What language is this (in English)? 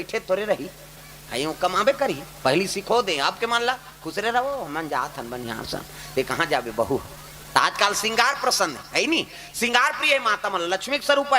Chhattisgarhi